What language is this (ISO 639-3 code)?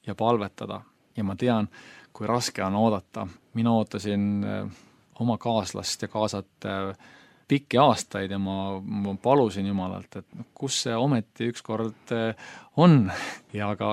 est